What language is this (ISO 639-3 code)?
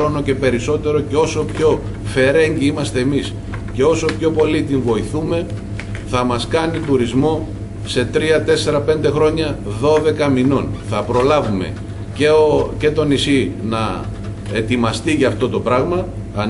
ell